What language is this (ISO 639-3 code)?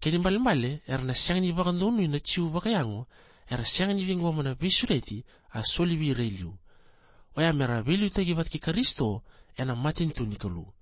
fij